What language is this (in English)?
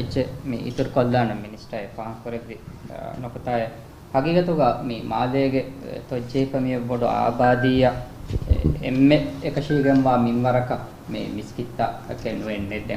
Divehi